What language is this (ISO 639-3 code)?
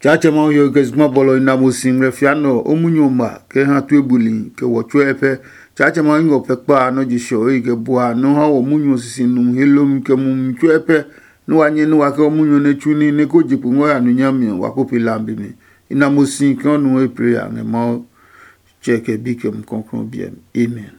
ada